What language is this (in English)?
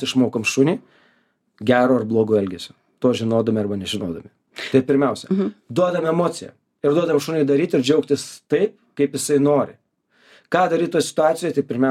Lithuanian